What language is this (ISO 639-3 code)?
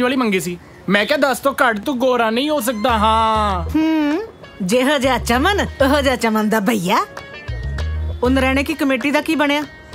pan